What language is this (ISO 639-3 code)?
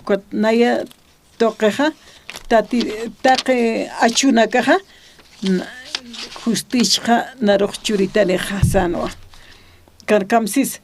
aym